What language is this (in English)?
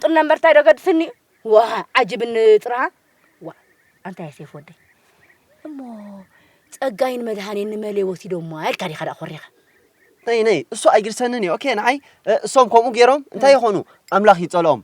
Tigrinya